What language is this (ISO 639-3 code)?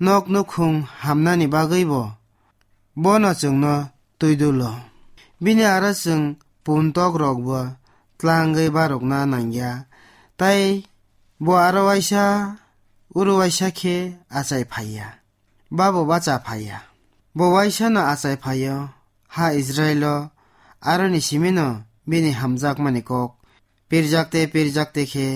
trp